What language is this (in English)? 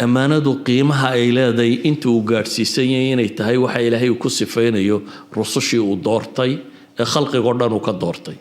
Somali